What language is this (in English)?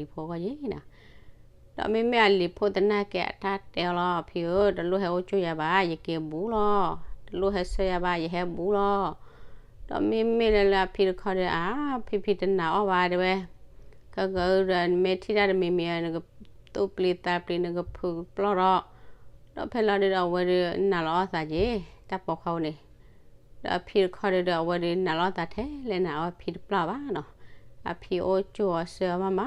S'gaw Karen